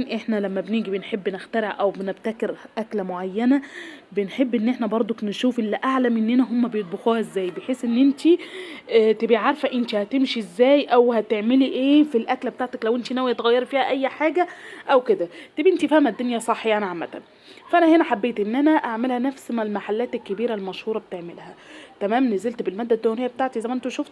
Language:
Egyptian Arabic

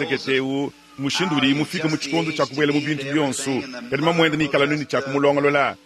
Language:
Luba-Lulua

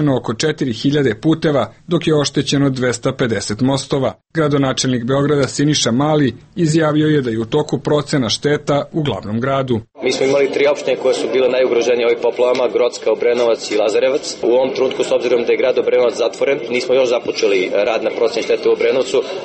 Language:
Serbian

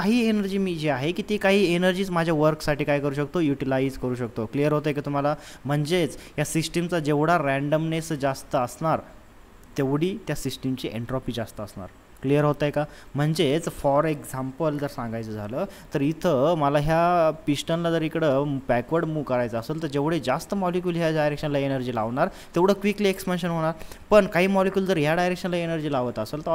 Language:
Marathi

